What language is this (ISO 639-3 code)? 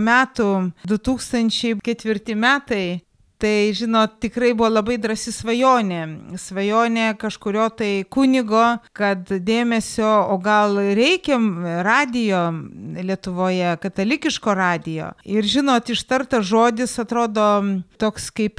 lit